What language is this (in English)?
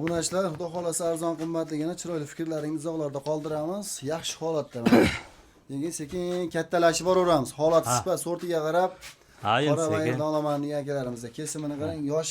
Uzbek